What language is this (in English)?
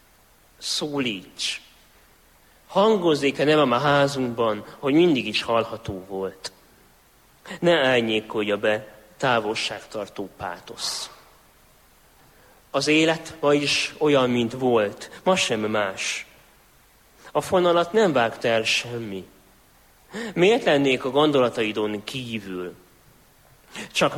Hungarian